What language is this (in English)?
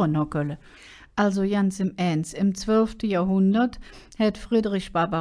Colognian